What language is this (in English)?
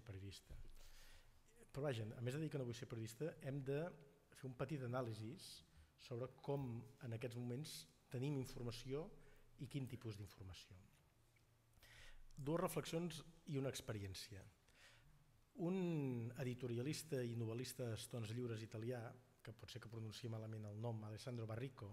Catalan